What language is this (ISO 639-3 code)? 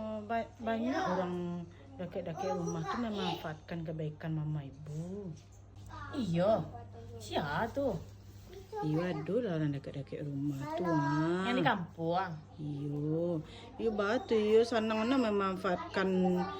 min